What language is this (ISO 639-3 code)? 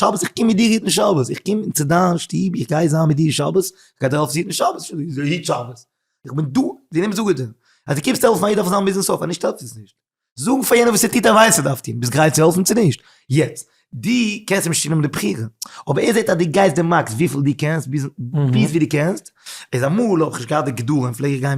yid